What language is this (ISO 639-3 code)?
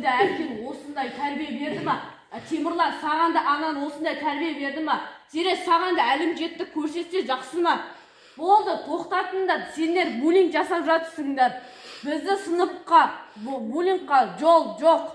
kaz